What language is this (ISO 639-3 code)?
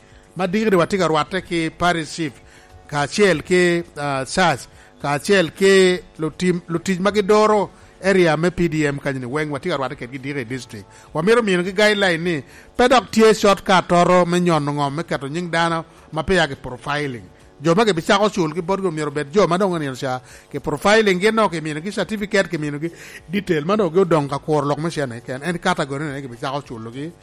laj